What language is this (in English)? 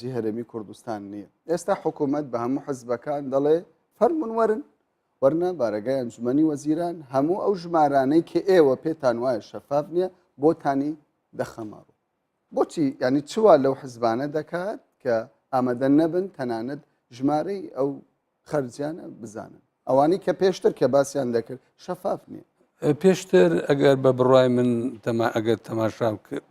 Central Kurdish